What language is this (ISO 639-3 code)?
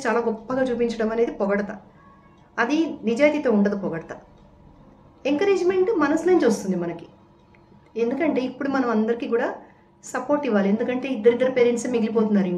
tel